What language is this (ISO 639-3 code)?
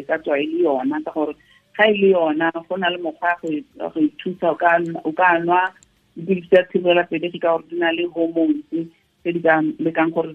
tsn